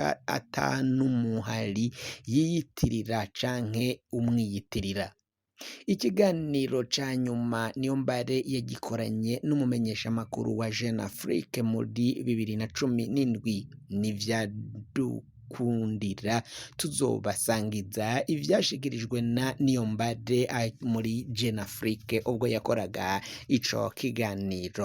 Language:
Rundi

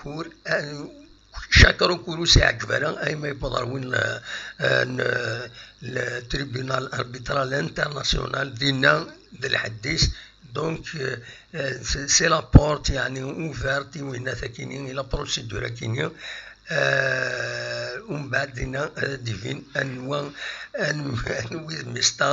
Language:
Kabyle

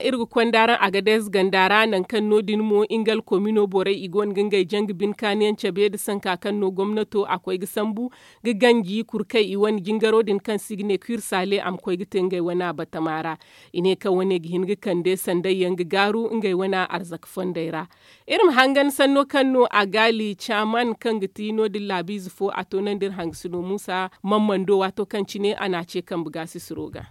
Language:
Zarma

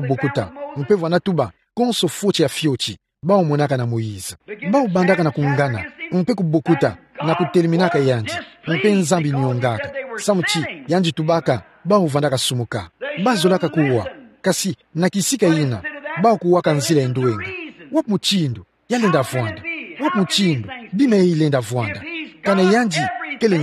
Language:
Kituba (Democratic Republic of Congo)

